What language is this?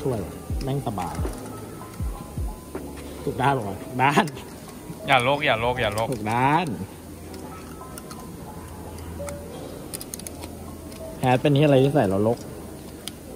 Thai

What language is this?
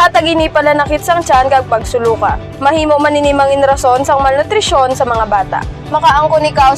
Hiligaynon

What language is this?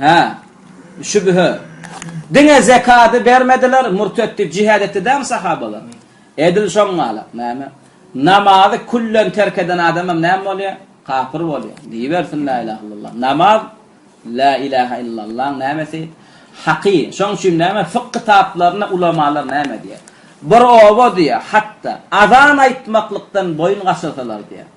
Turkmen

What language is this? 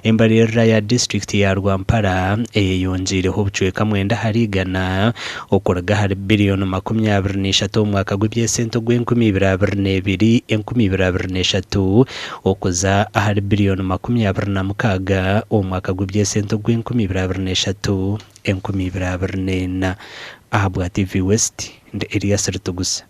Nyankole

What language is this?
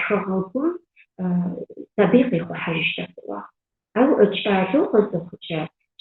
Adyghe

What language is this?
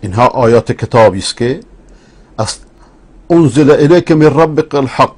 Persian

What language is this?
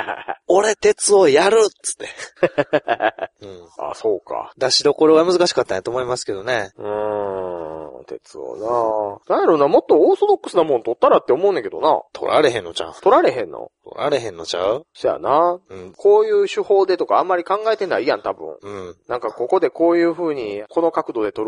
Japanese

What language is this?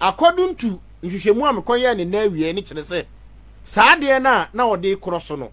Akan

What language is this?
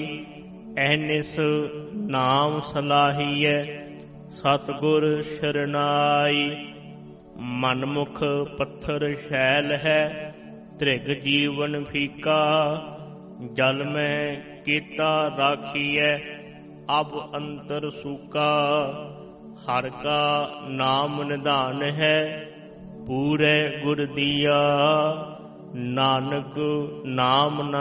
Punjabi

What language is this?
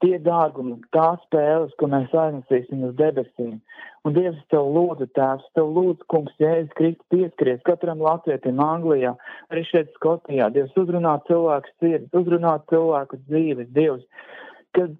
Latvian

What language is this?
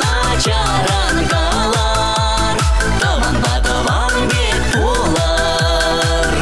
Chuvash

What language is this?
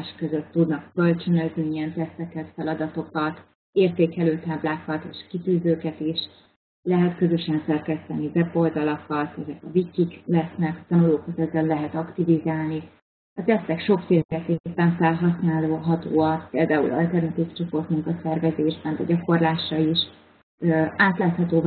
Hungarian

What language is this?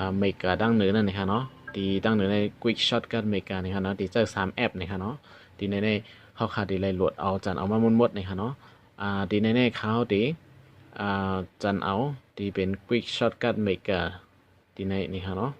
Shan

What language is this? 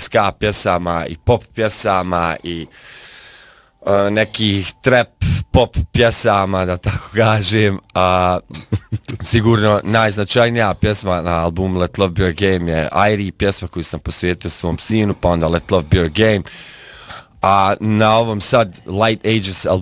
Bosnian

